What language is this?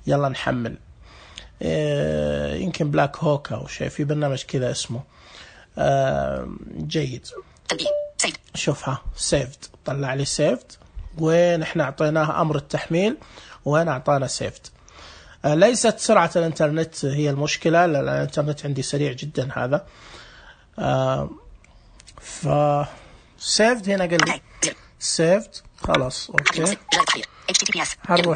Najdi Arabic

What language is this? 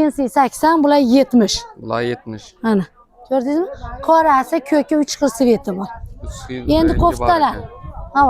Uzbek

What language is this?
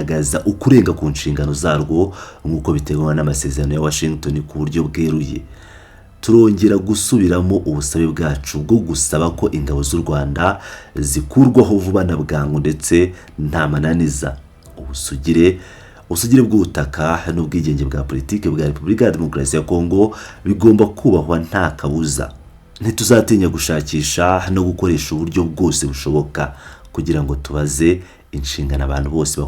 Kinyarwanda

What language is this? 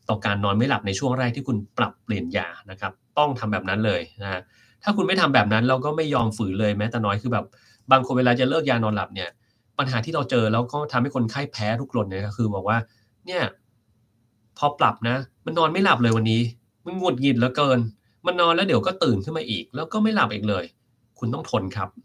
Thai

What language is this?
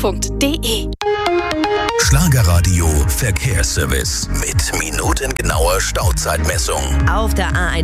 German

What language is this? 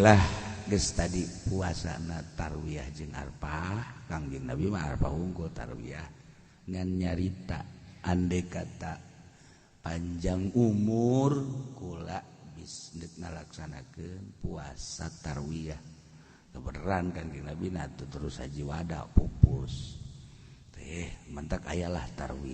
Sundanese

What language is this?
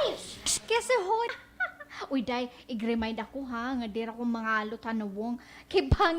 Waray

